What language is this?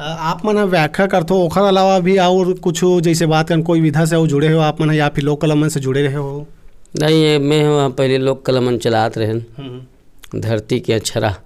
Chhattisgarhi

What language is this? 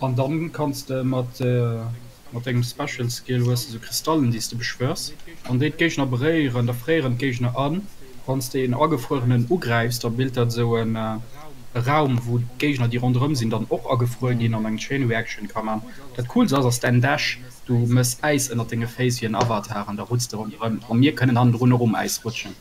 Luxembourgish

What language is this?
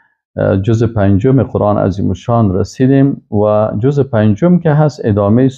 Persian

